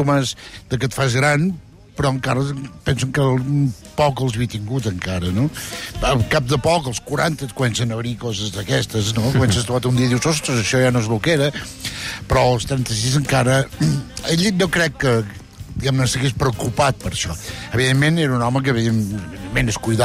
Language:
Catalan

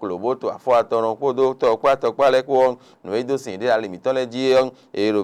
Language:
Fon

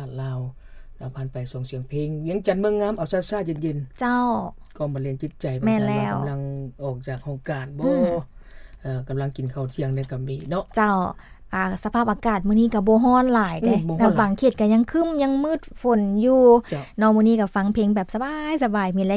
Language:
Lao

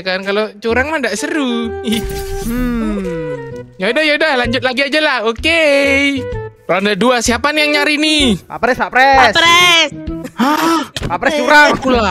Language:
Indonesian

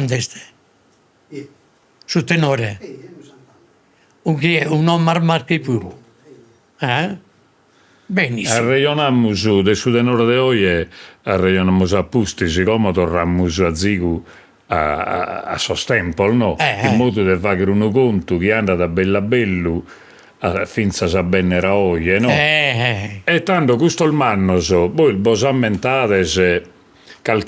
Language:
Sardinian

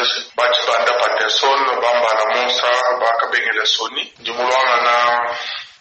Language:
Luba-Lulua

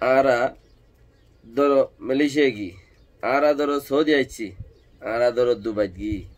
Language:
Rohingya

